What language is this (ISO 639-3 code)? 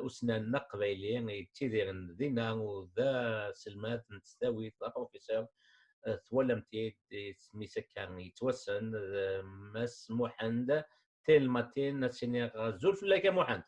kab